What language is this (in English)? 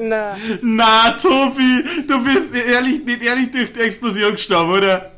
Bavarian